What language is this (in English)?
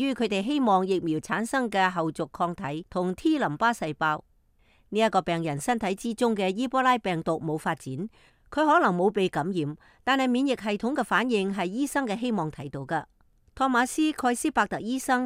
Cantonese